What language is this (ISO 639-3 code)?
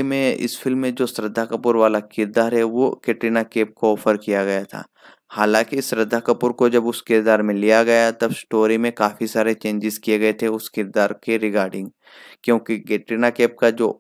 hin